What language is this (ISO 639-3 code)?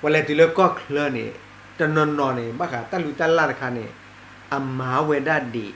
ksw